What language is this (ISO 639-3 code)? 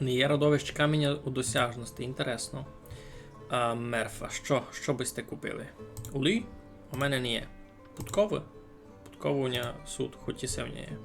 rue